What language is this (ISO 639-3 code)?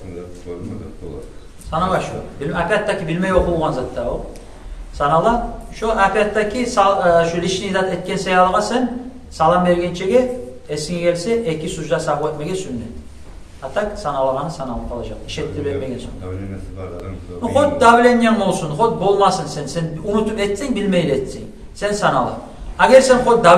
kum